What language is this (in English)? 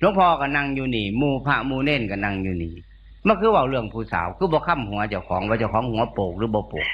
Northeastern Thai